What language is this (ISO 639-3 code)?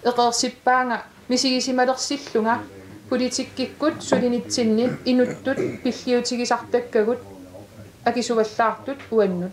kal